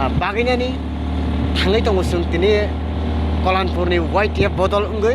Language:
Kok Borok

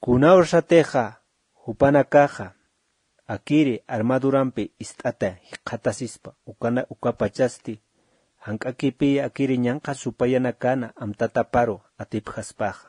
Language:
Aymara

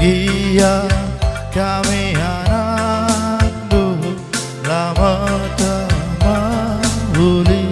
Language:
Batak Karo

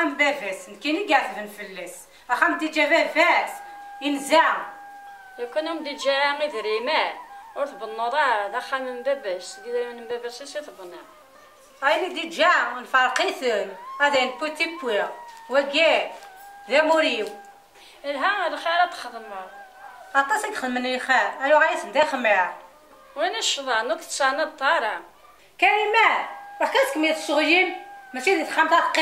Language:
Kabyle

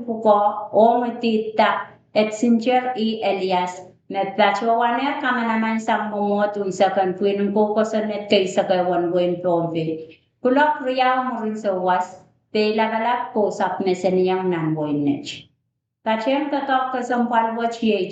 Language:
Pohnpeian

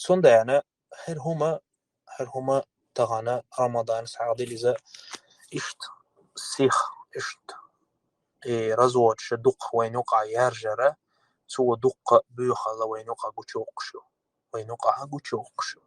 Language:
Chechen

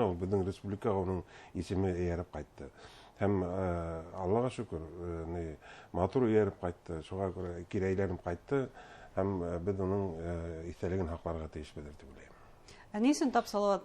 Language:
Bashkir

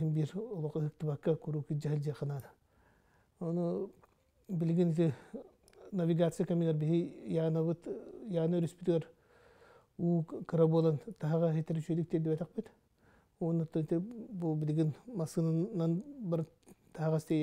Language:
Yakut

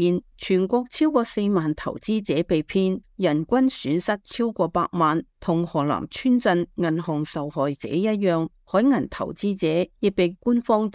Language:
Cantonese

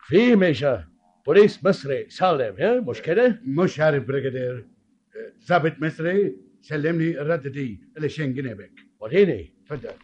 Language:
Egyptian Arabic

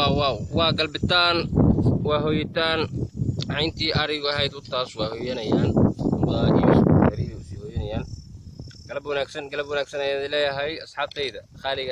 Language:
Somali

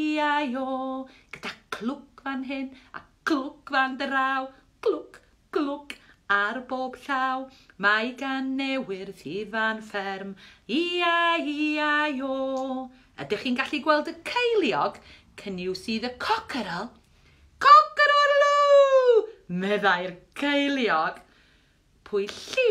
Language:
Welsh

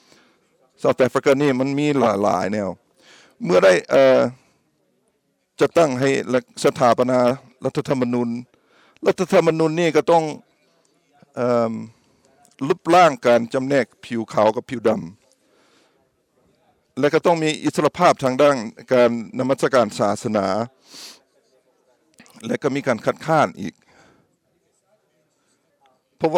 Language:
Thai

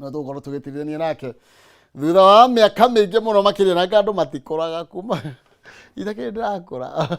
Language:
Kikuyu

